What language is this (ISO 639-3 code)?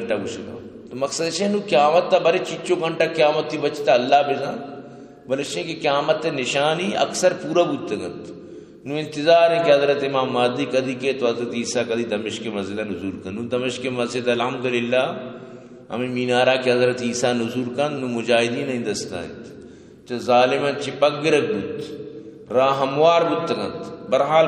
bgp